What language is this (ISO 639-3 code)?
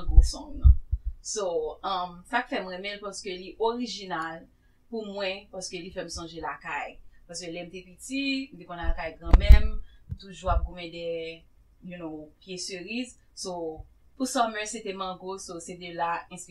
hat